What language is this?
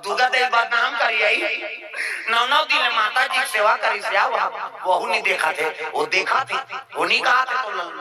Chhattisgarhi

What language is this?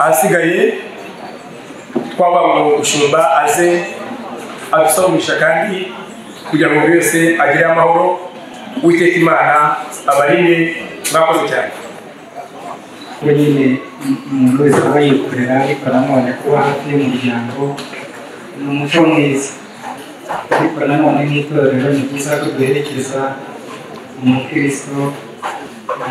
Kinyarwanda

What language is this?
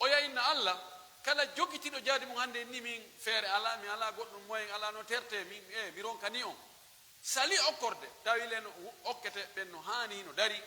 Pular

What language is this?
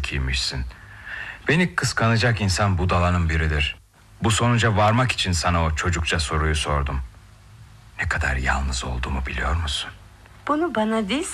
Turkish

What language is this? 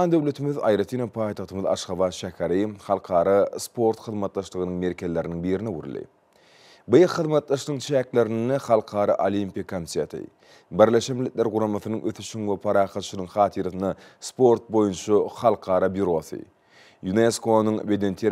Turkmen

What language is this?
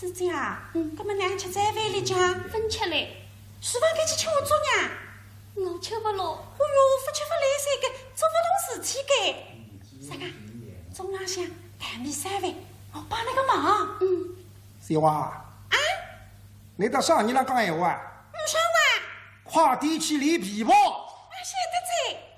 Wu Chinese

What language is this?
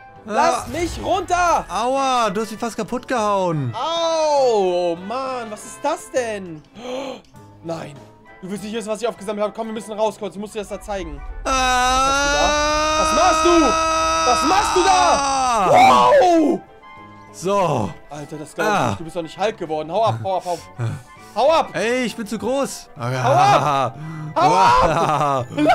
German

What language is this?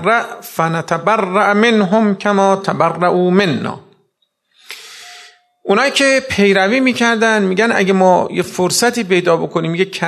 Persian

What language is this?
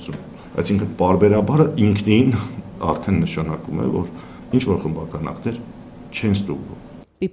Armenian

